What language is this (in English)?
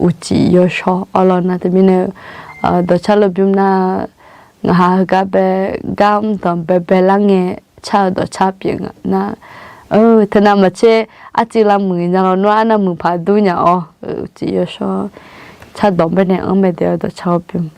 Akha